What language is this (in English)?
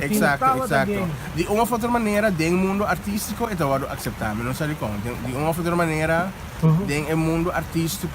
Papiamento